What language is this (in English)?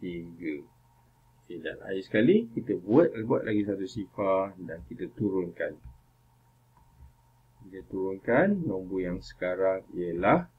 Malay